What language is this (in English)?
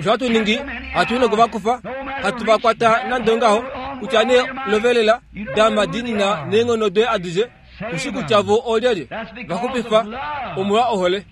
Kuanyama